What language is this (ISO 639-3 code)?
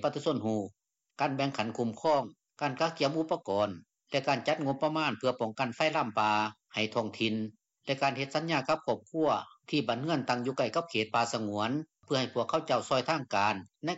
lao